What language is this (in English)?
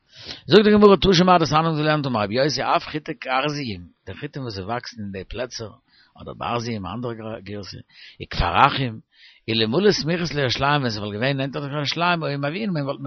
Yiddish